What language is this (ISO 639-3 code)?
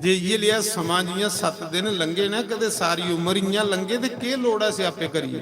doi